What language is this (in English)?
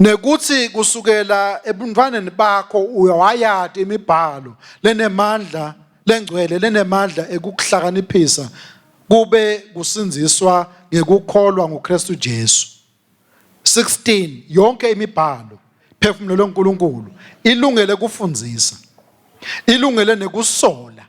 Swati